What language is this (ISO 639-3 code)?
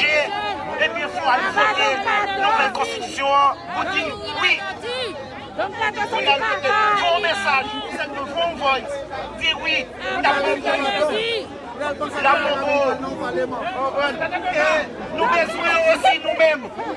hat